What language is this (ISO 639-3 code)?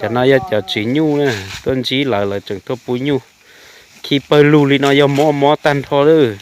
hmn